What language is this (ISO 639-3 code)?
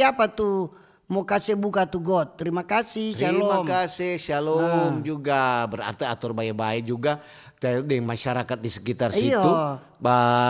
xmm